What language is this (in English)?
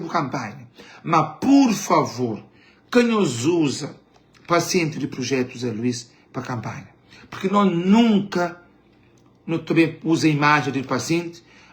Kabuverdianu